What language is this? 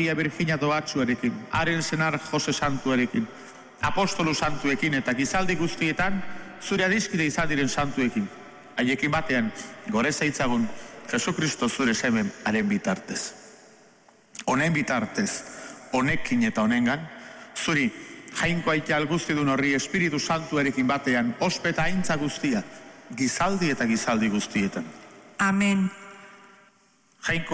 Basque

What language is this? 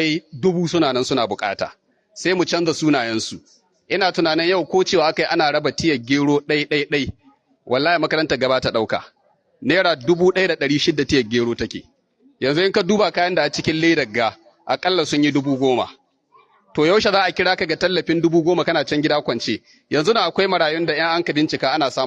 Hausa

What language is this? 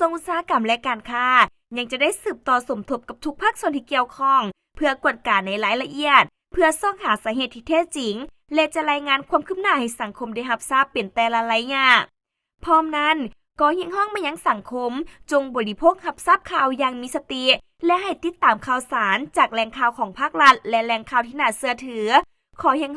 Lao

